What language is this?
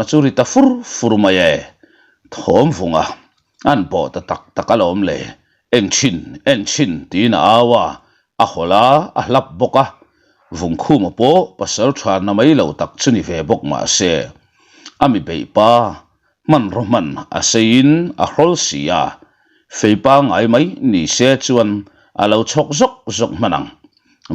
Mizo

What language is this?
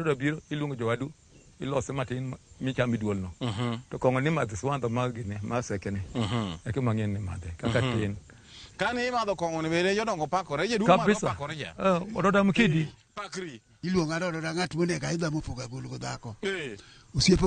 Luo (Kenya and Tanzania)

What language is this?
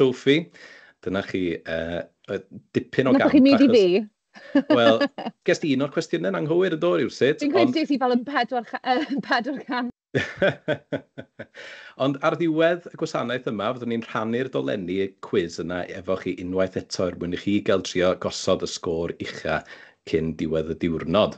Welsh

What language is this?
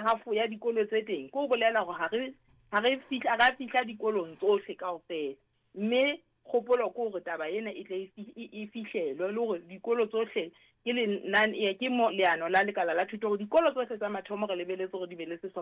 Southern Sotho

